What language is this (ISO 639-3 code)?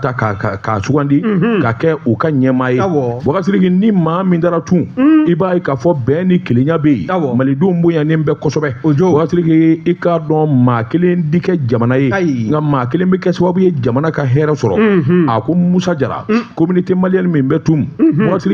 bam